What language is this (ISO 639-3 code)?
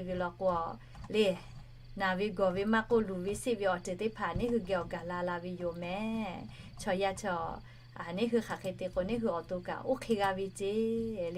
lhu